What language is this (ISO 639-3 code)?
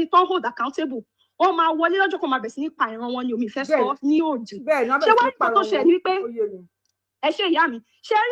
yor